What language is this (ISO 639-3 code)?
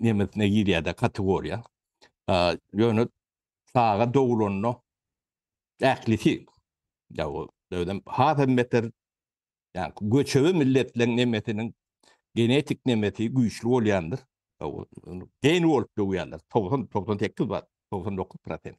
tuk